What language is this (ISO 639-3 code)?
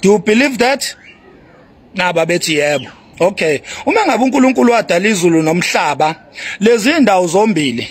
zul